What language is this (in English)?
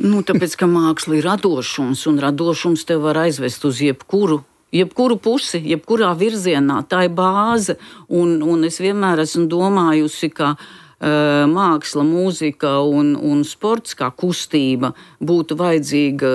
Latvian